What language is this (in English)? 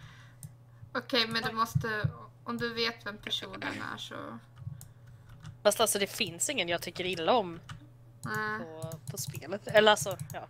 Swedish